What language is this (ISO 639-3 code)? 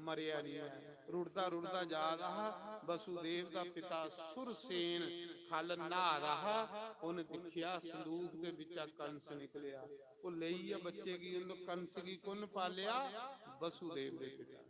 doi